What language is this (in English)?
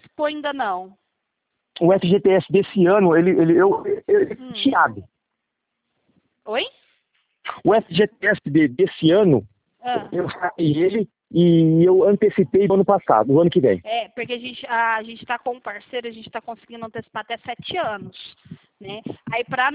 Portuguese